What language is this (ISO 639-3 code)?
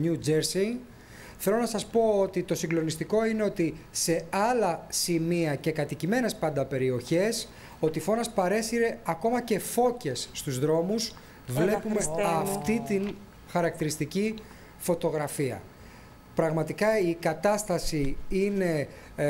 ell